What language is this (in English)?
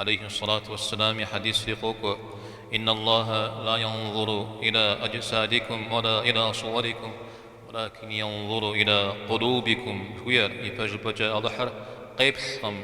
Kabardian